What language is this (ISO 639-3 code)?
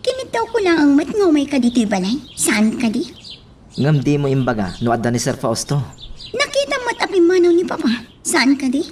ilo